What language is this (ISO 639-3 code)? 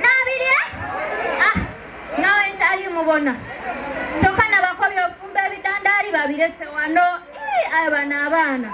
xog